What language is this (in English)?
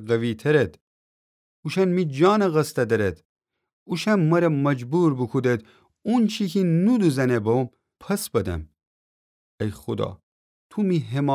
Gilaki